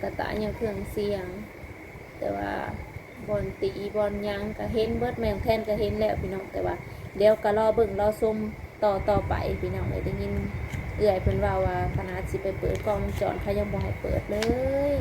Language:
Northeastern Thai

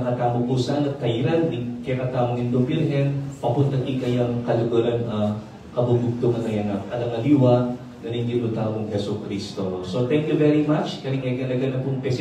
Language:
Pampanga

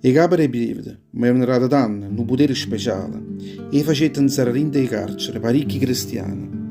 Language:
Neapolitan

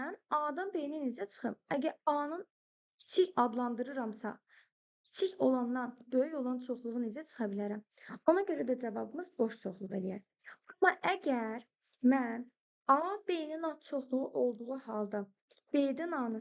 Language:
Azerbaijani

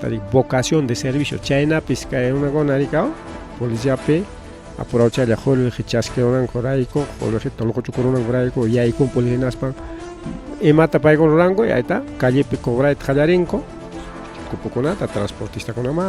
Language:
Ayacucho Quechua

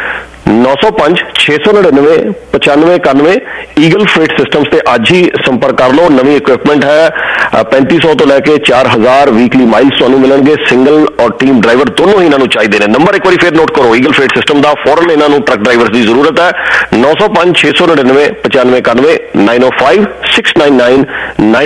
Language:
Punjabi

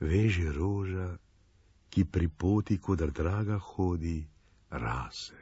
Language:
Slovenian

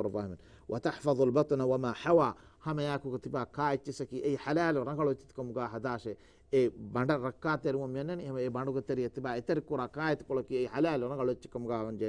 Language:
Divehi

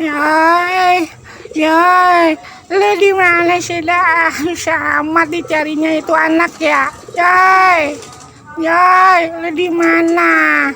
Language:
Betawi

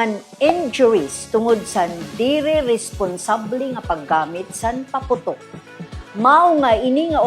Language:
Waray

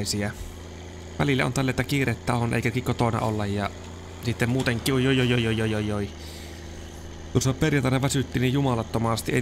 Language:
Finnish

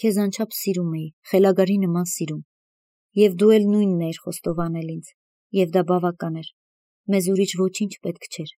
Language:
Armenian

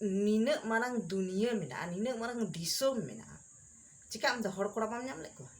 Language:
Santali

